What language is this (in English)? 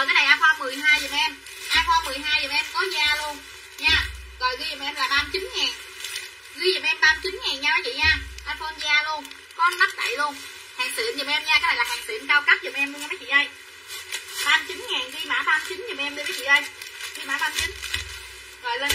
Vietnamese